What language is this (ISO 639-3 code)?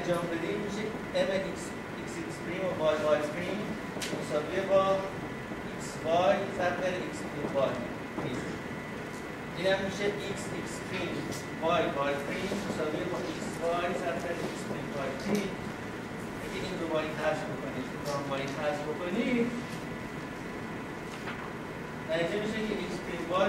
fas